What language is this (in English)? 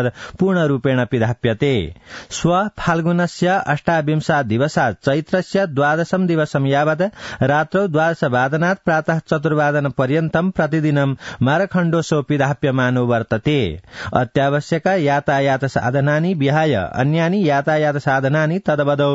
Sanskrit